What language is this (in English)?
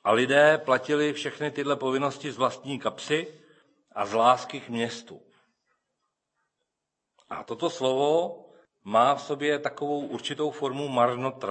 Czech